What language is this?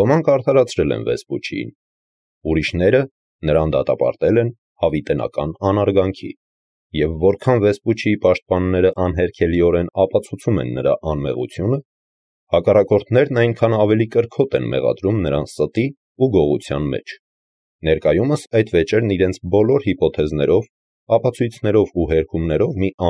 Armenian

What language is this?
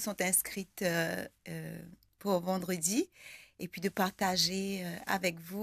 French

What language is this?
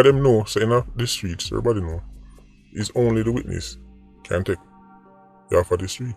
Jamaican Creole English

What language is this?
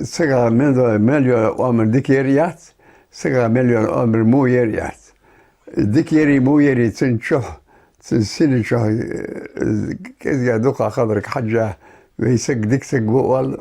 Ingush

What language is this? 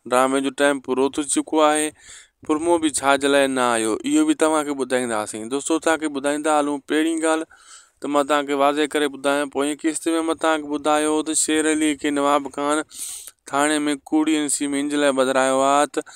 Sindhi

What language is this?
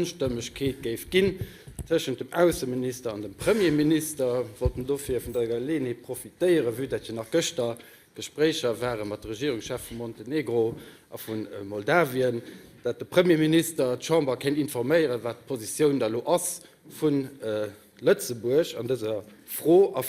Luxembourgish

